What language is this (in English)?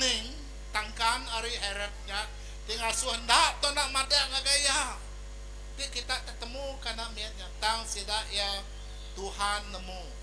Iban